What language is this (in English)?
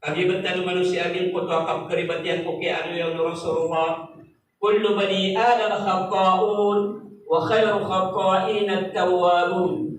Maranao